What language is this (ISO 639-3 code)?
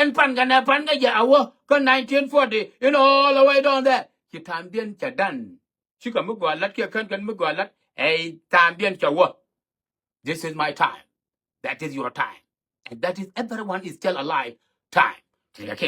nus